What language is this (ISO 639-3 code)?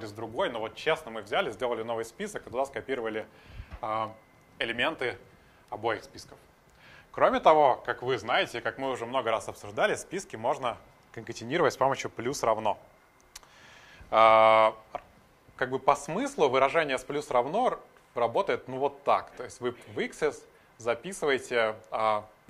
rus